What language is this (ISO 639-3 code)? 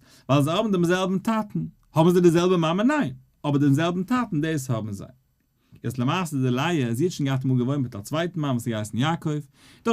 yid